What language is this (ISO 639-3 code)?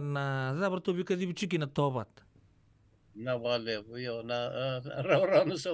fij